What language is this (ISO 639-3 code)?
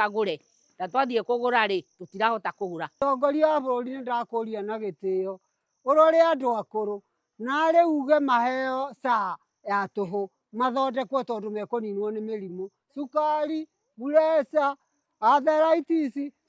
kik